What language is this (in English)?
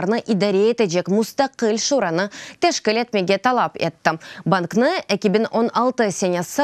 Crimean Tatar